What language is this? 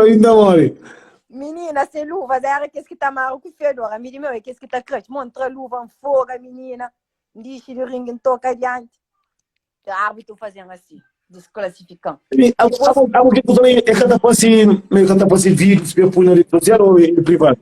Kabuverdianu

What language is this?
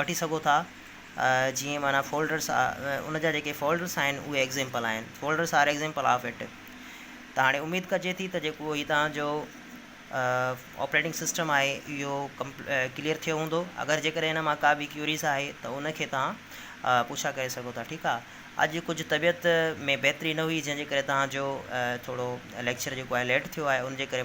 Sindhi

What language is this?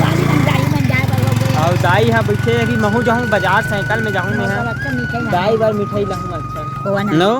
Chhattisgarhi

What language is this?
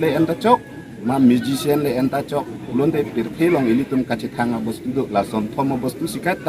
Karbi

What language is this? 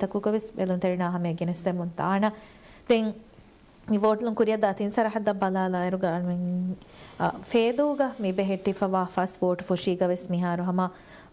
Divehi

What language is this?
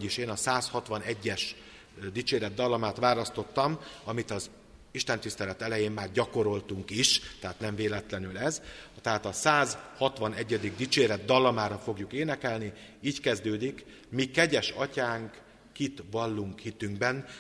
Hungarian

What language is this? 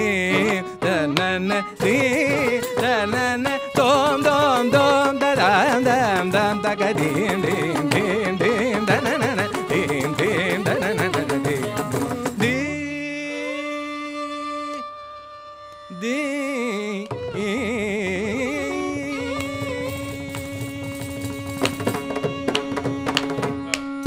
Tamil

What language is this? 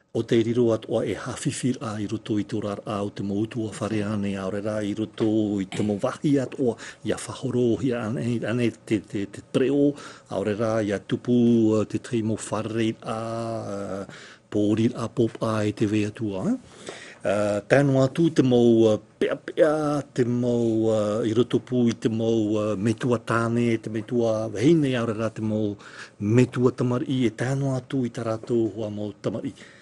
Tahitian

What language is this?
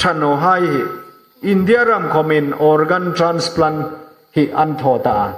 Hmar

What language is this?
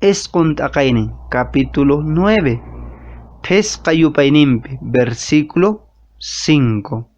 Quechua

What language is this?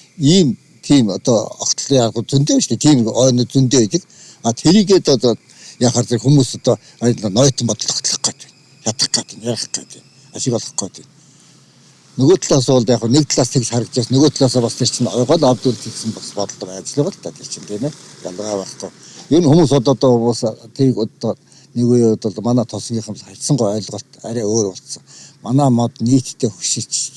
Mongolian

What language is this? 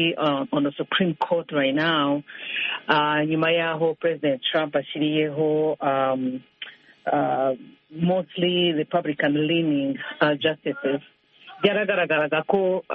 Kinyarwanda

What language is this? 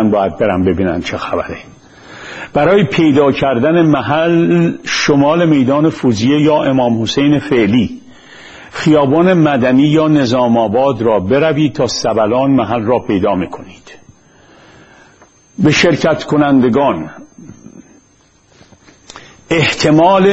Persian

